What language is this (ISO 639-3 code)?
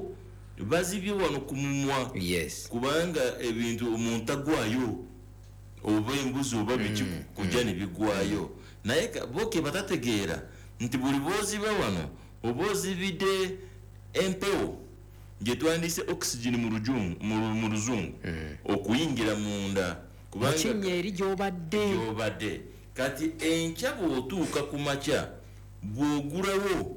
lug